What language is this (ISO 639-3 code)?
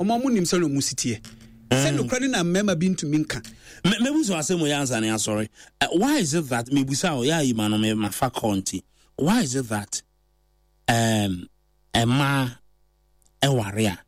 aka